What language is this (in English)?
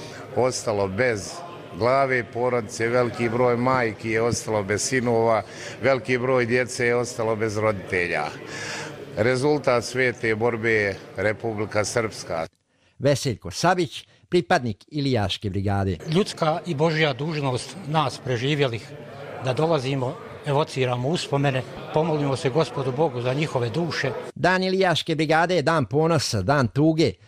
Croatian